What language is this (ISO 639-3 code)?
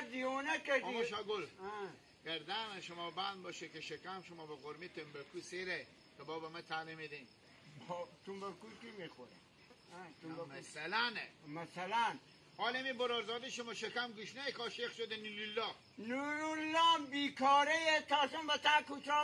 haz